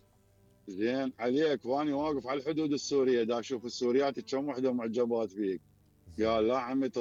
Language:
Mesopotamian Arabic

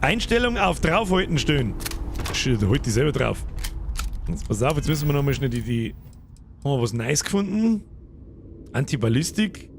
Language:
Bavarian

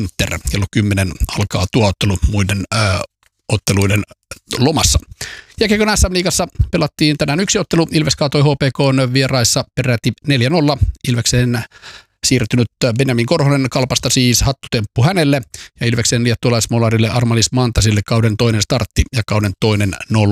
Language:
Finnish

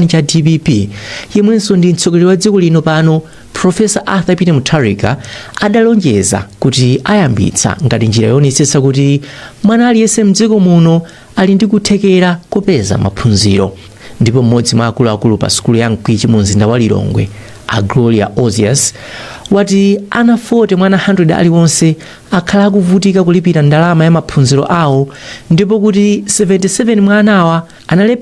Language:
Nyanja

